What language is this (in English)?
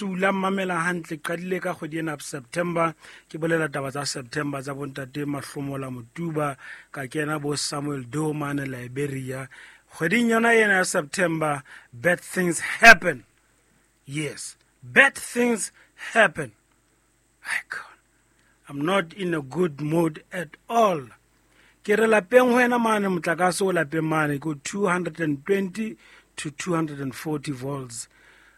Southern Sotho